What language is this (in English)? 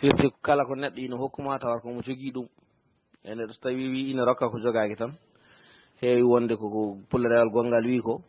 Fula